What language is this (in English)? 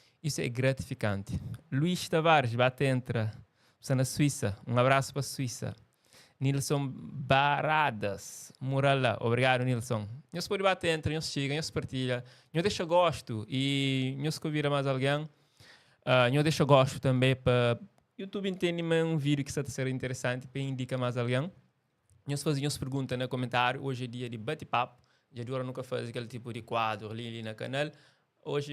Kabuverdianu